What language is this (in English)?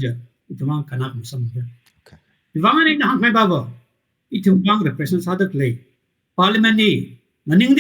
Tangkhul Naga (India)